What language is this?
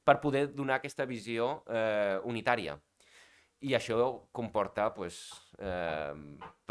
Catalan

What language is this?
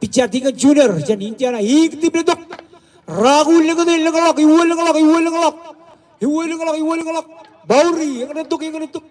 Marshallese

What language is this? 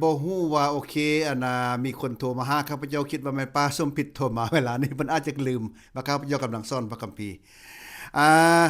Lao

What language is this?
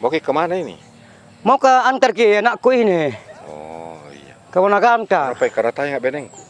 Makassar Malay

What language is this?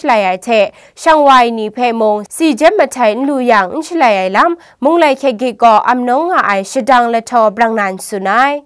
Kachin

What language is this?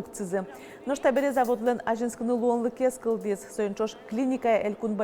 Udmurt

